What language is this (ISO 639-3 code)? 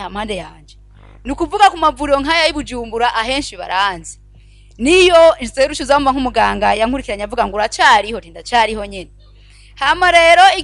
run